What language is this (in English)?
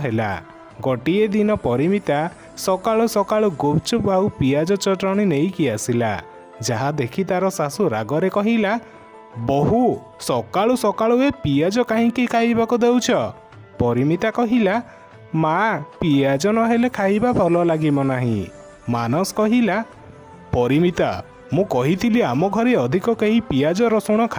Odia